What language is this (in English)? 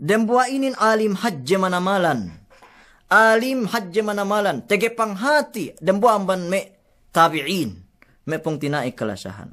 Yakan